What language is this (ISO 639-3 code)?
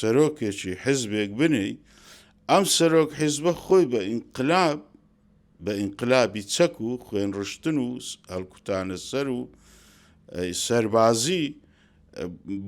ckb